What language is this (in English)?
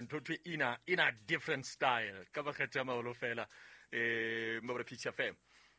Southern Sotho